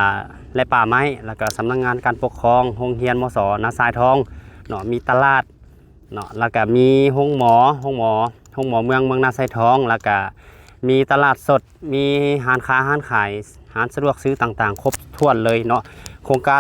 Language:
Lao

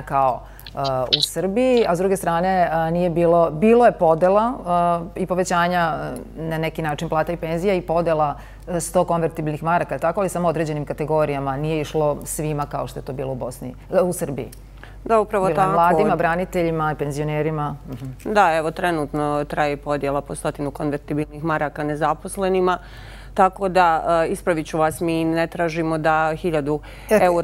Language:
Croatian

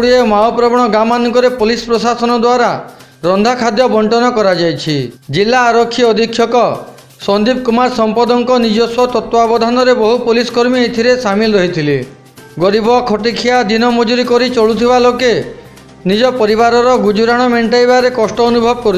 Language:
Odia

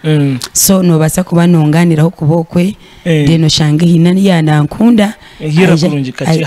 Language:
Nyankole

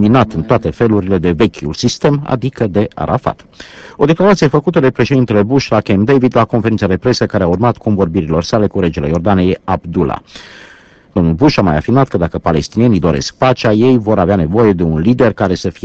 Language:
Romanian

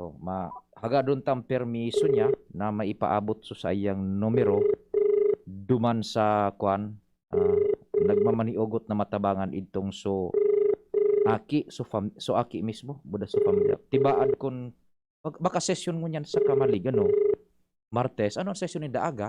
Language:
Bikol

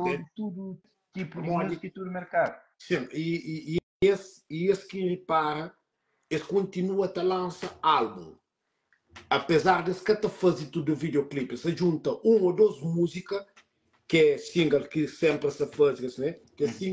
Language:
Kabuverdianu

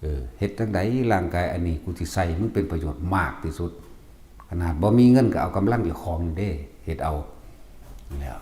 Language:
Northeastern Thai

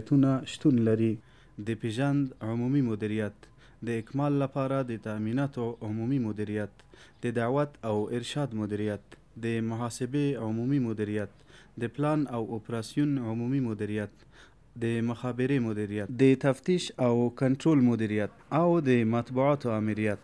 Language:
Pashto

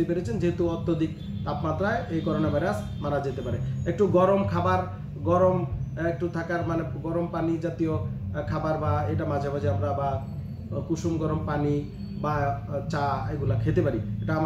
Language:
Bangla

